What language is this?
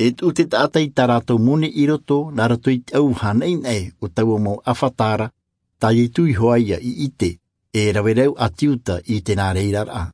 Tahitian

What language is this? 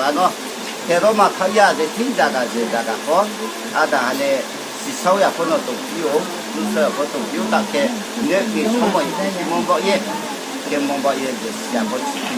Riang (India)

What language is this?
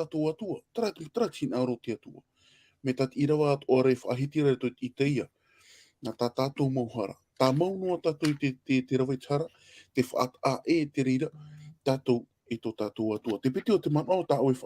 Tahitian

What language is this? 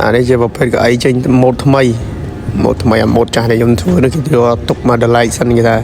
Khmer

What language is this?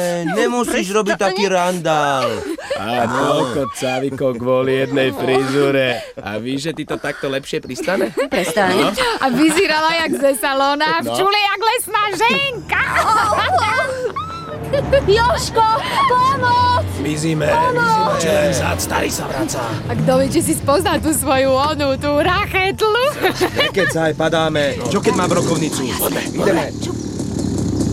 Slovak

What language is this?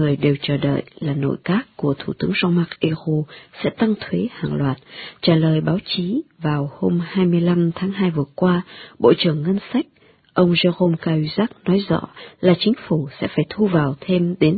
Vietnamese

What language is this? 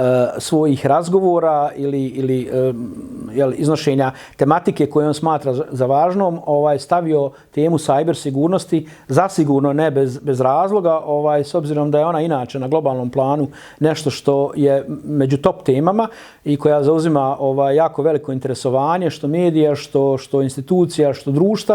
Bosnian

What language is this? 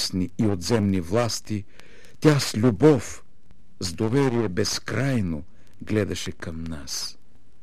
Bulgarian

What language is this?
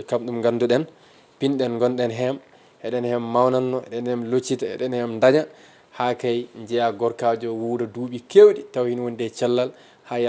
Fula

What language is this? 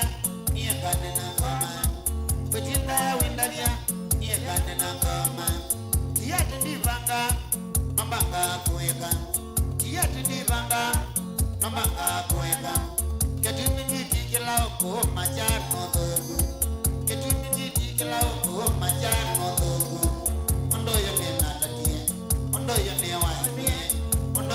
Kamba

